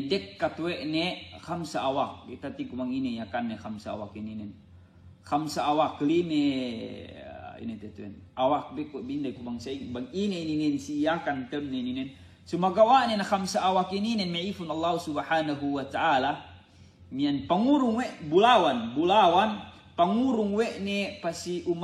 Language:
Yakan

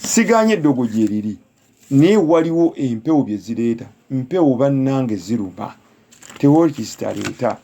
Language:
Ganda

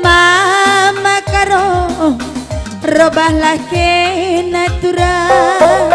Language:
Batak Karo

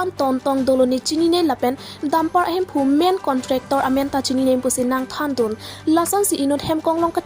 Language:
Karbi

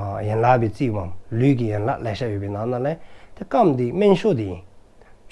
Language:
Dzongkha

